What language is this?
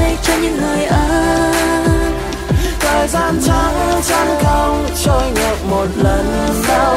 Vietnamese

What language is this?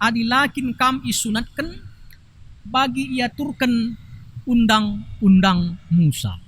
Batak Karo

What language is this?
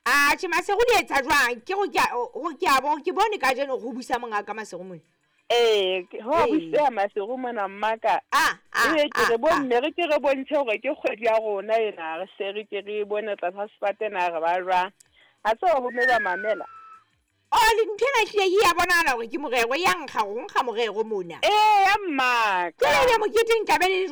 Southern Sotho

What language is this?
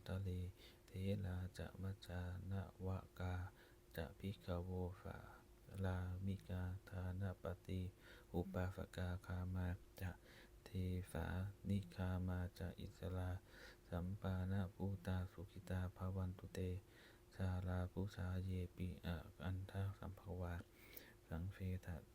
Pali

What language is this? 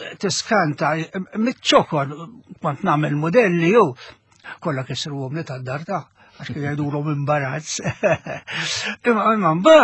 Maltese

